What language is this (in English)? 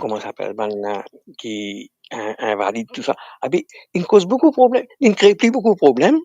Morisyen